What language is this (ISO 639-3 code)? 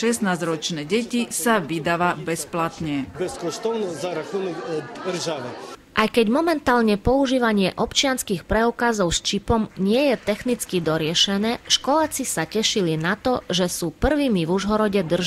slk